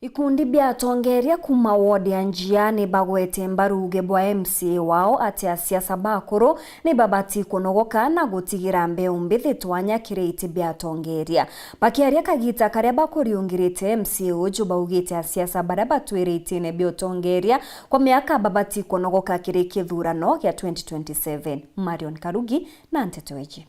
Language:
Meru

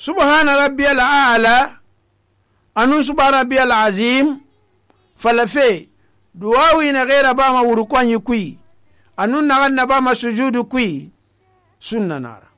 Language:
Susu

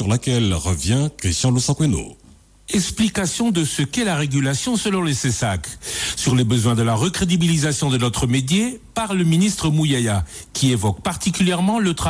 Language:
French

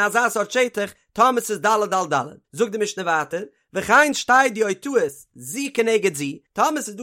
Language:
Yiddish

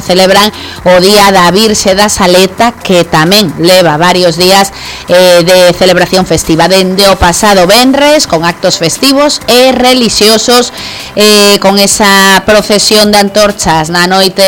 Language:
Galician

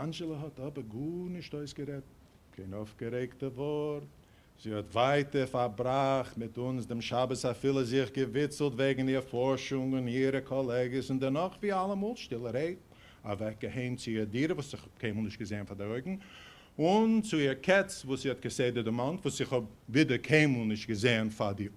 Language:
Yiddish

